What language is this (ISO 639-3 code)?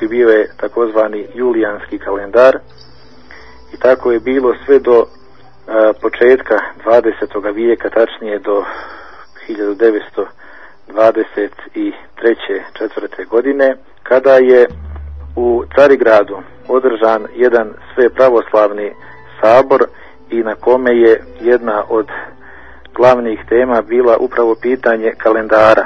bos